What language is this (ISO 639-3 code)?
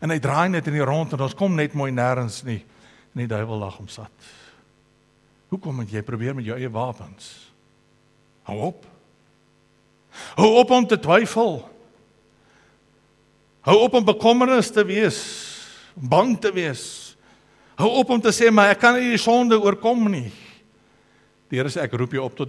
afr